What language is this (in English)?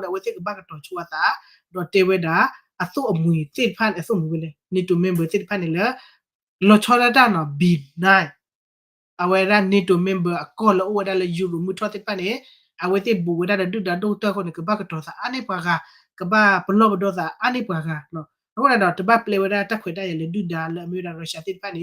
S'gaw Karen